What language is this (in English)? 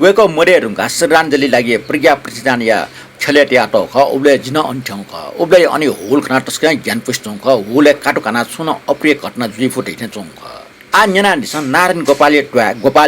Newari